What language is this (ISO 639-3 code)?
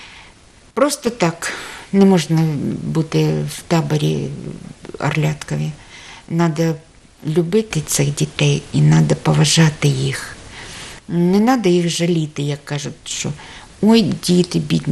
ukr